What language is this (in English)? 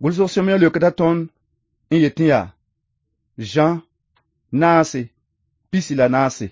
Mossi